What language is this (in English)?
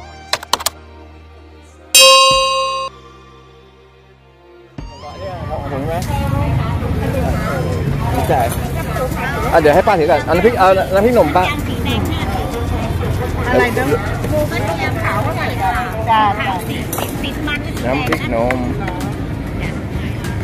Thai